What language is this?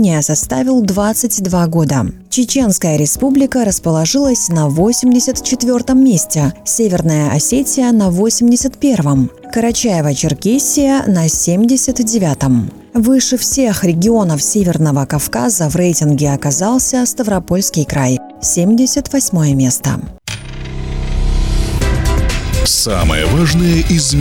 Russian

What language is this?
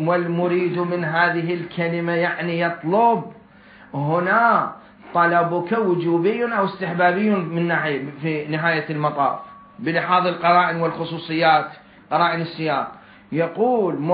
Mesopotamian Arabic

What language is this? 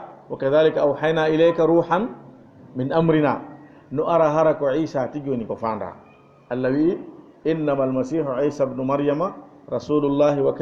Fula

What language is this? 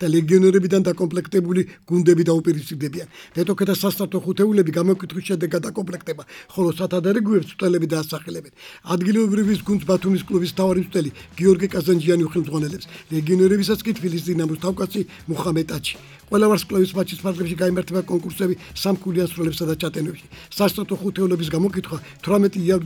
Georgian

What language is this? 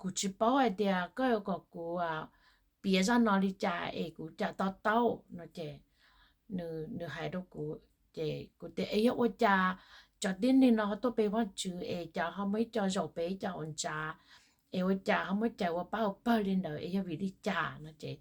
Hmong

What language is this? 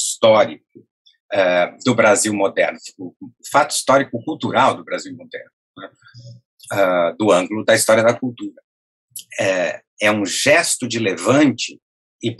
Portuguese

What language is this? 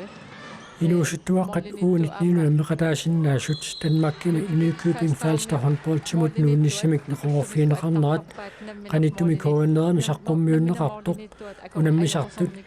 Kalaallisut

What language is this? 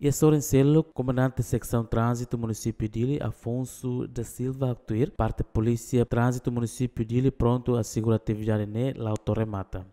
Tetum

